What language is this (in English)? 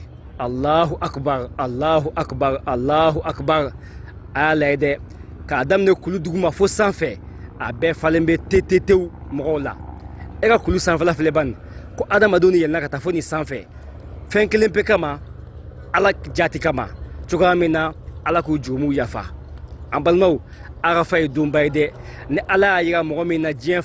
Bambara